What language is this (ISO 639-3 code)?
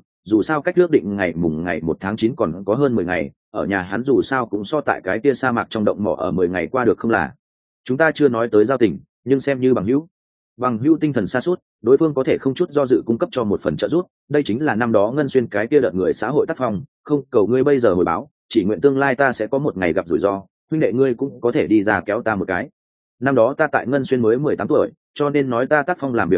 vie